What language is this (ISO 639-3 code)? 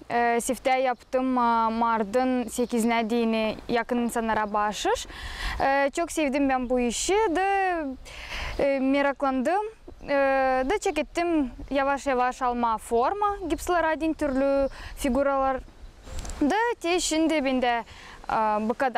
gag